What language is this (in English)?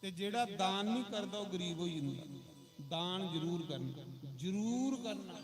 Dogri